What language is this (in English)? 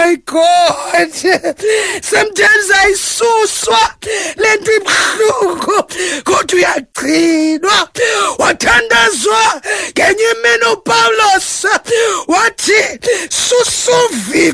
Xhosa